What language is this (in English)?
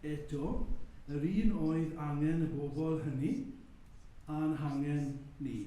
Welsh